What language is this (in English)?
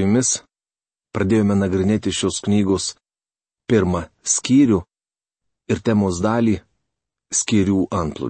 Lithuanian